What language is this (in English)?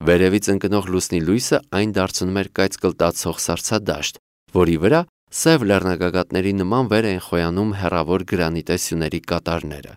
Armenian